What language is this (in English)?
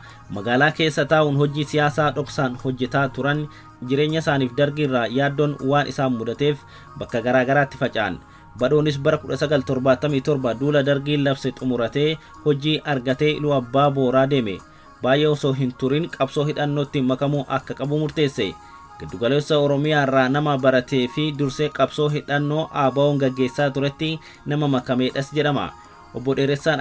Oromo